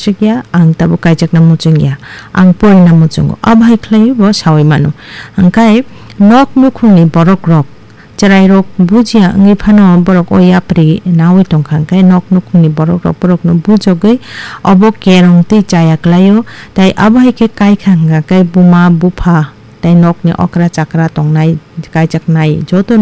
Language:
Kok Borok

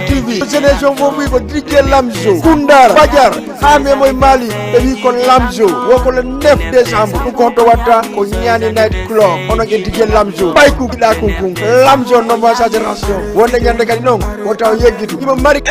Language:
Fula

